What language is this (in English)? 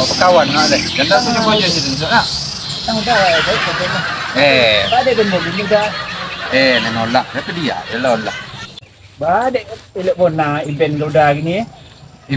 Minangkabau